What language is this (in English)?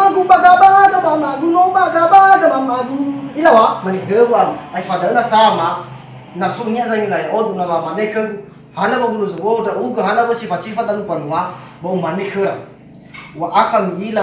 Nias